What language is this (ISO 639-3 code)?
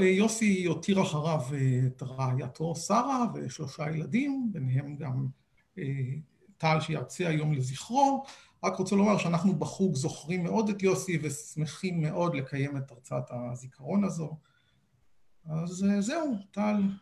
heb